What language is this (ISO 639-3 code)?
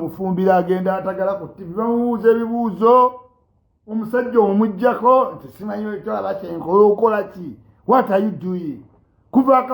lug